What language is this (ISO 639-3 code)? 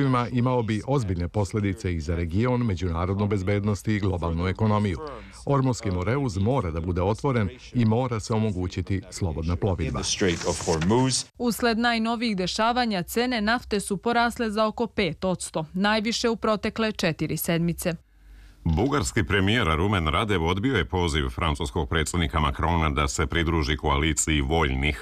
srp